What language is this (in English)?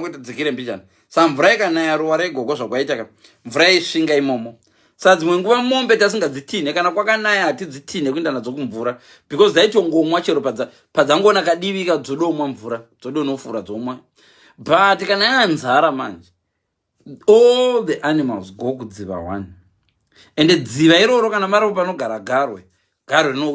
Shona